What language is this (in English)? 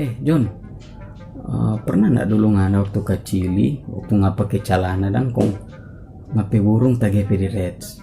Manado Malay